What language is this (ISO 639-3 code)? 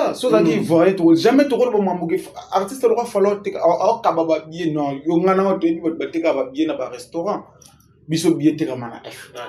lin